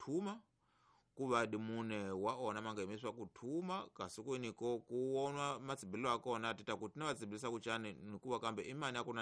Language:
Tsonga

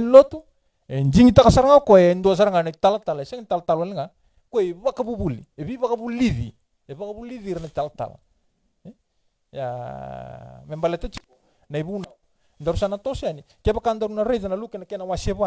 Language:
Fijian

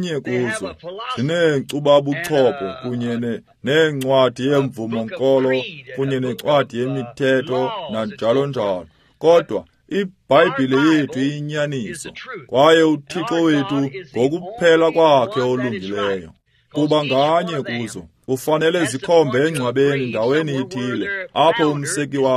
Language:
Xhosa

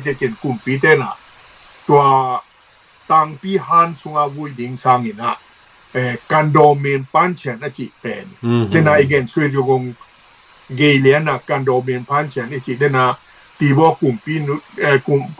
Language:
Tedim Chin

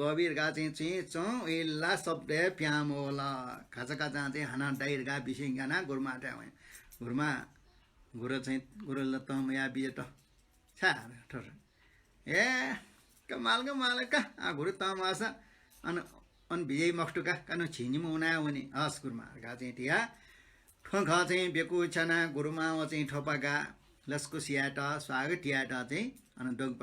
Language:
Newari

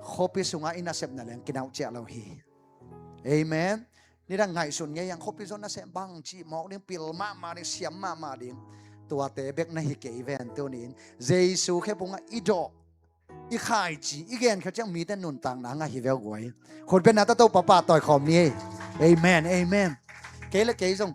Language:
Tedim Chin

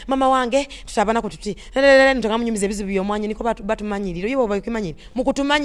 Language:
Nyoro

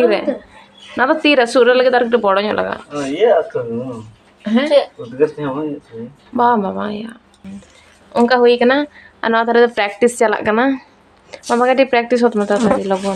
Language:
Santali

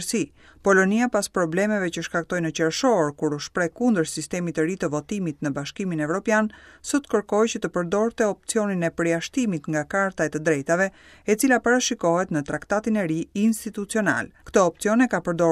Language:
Albanian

